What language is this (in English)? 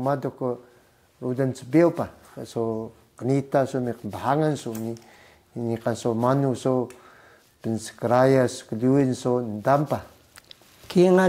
Taroko